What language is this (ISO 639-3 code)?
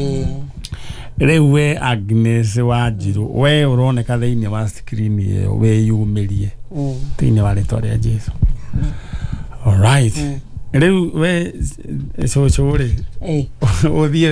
kik